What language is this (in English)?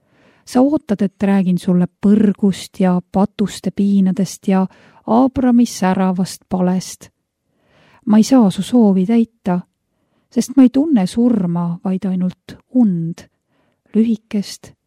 Estonian